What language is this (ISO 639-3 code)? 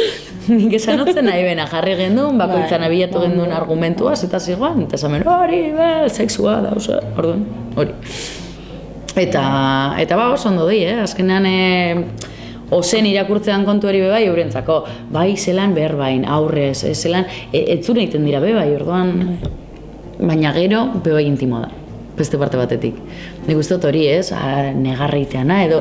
eus